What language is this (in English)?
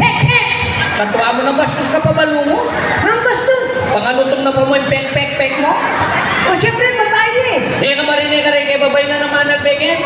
Pampanga